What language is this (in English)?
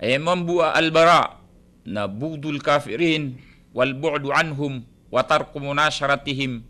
Maranao